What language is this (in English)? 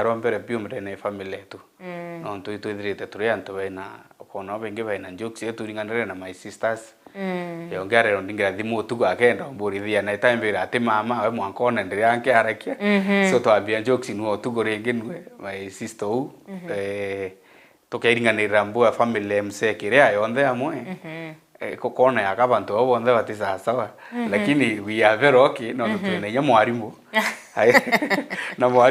Meru